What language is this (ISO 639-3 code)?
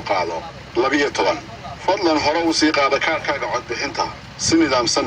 som